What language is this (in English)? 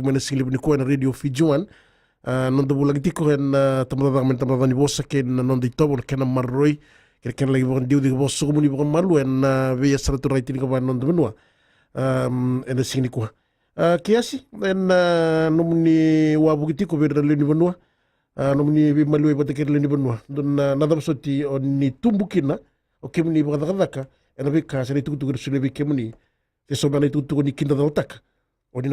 Fijian